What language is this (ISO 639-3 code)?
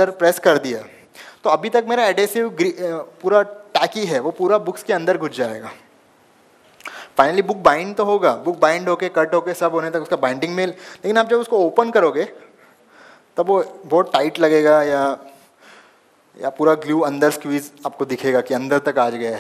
hin